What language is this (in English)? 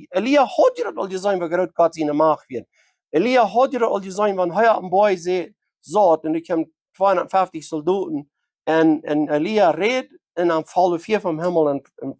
Plautdietsch